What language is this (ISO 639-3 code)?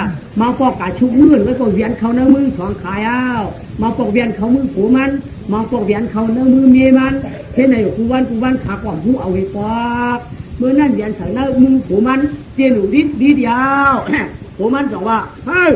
shn